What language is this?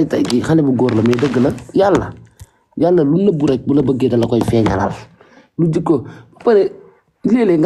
Wolof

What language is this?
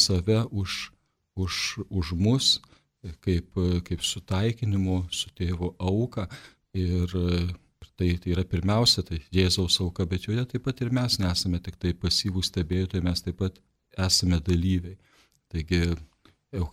Lithuanian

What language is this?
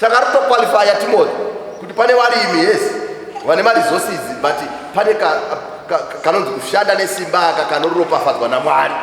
Shona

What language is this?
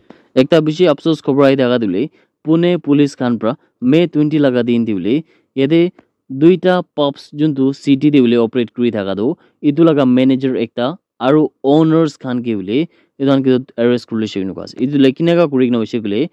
Naga Pidgin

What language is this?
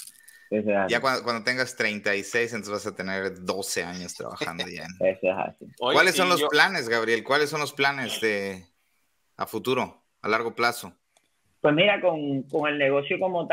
Spanish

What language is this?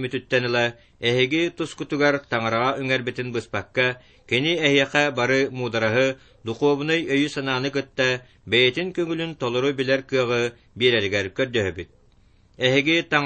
Yakut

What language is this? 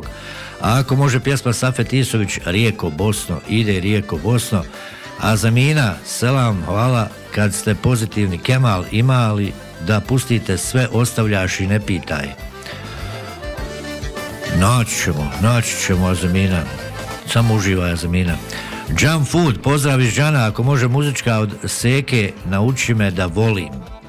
Bosnian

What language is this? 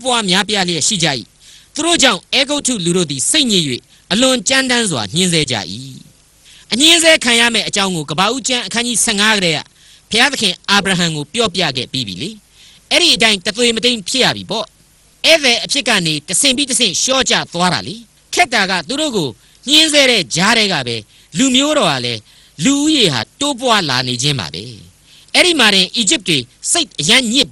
Burmese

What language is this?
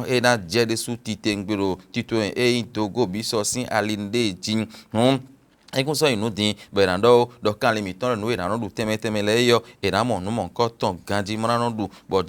Fon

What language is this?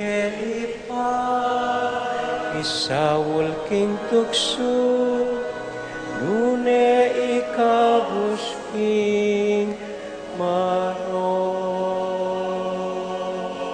Pampanga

